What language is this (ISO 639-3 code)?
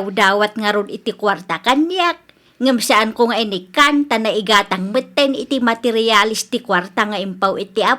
ilo